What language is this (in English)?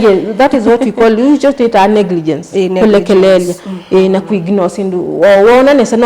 Kamba